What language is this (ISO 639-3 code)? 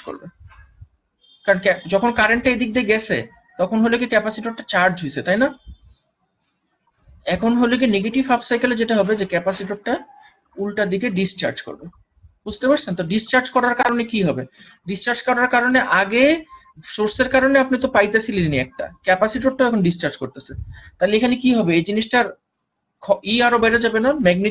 ben